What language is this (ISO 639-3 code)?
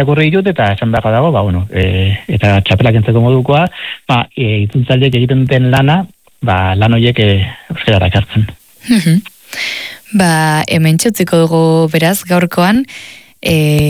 eus